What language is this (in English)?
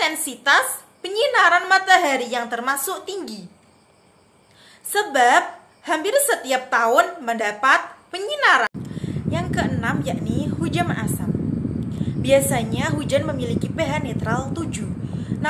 Indonesian